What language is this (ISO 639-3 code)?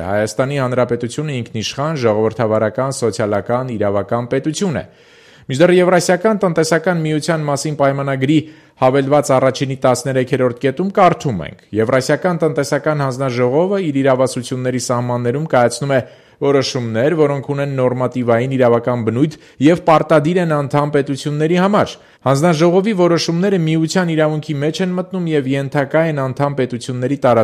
hye